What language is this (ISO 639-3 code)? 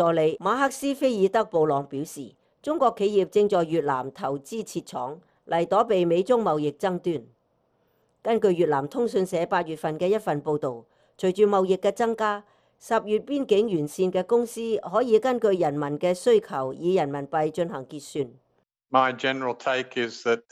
yue